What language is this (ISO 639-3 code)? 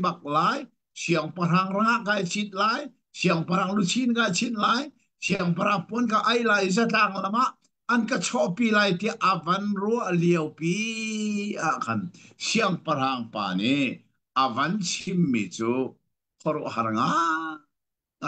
cnh